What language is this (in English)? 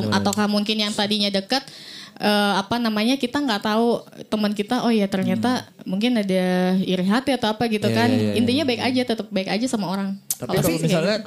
Indonesian